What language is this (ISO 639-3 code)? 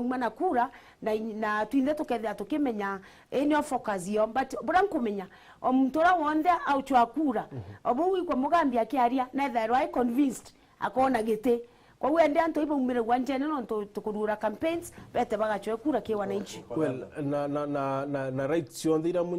mer